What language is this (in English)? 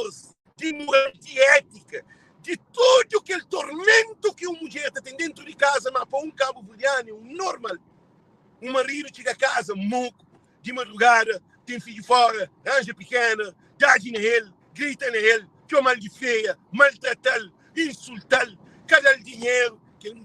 Kabuverdianu